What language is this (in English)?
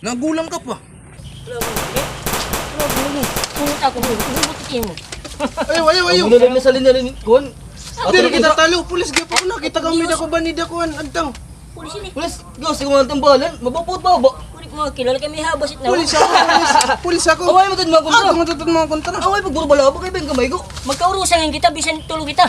Waray